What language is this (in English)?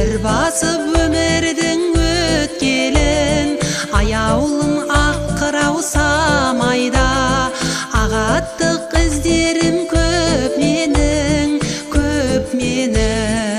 Kazakh